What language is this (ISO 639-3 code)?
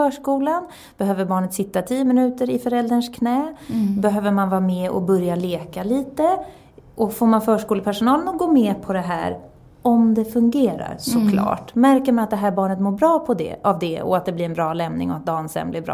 swe